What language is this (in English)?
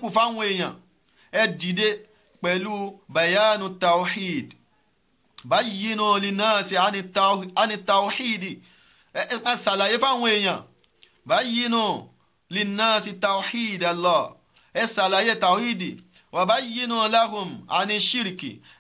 Yoruba